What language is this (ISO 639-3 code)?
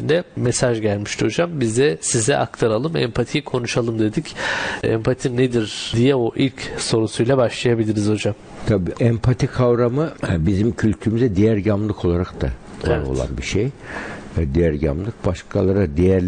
tur